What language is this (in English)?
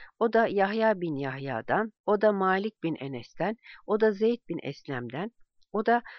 Turkish